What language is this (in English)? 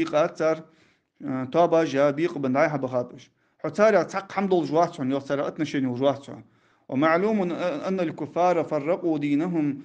Ingush